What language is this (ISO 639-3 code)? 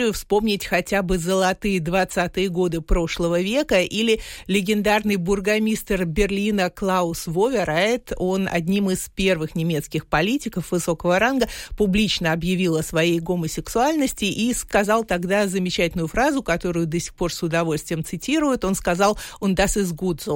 rus